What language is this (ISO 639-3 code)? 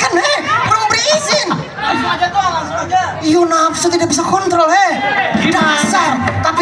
bjn